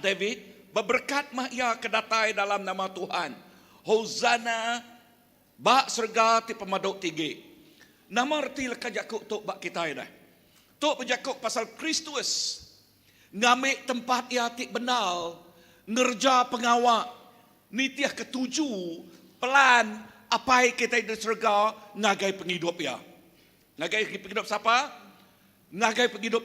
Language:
Iban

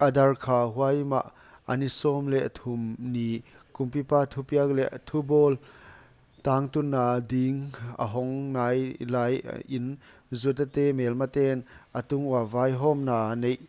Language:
Paite Chin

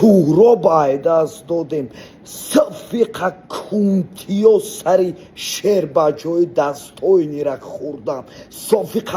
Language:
Tajik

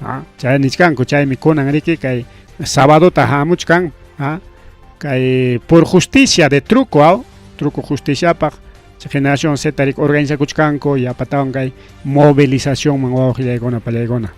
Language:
Ayacucho Quechua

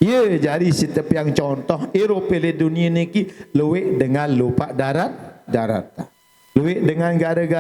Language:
Sasak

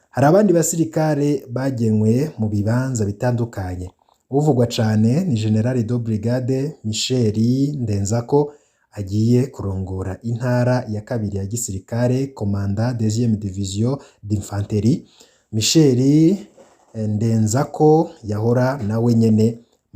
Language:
Rundi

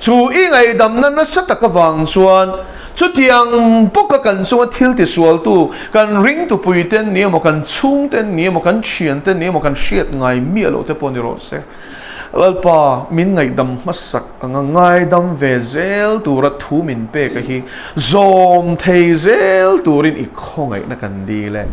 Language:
Mizo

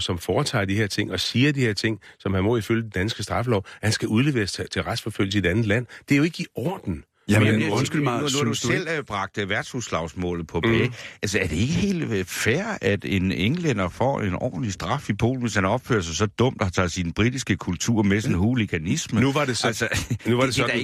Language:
Danish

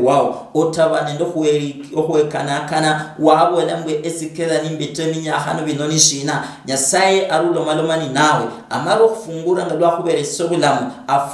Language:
Luyia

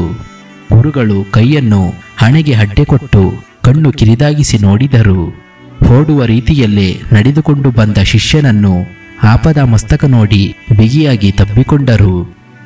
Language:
Kannada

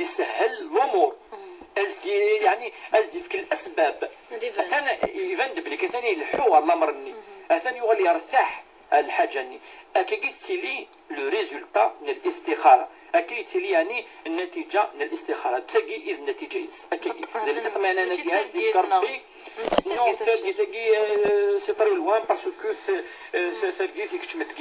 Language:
Kabyle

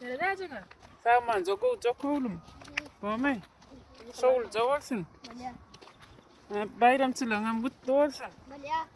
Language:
Turkmen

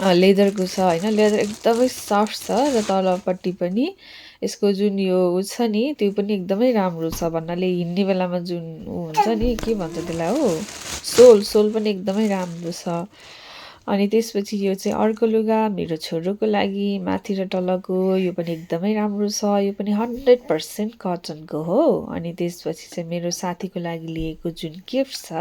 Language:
Nepali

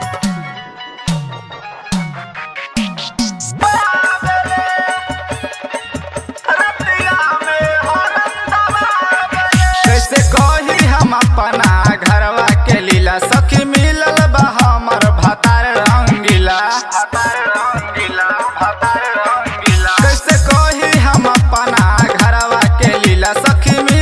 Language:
Bhojpuri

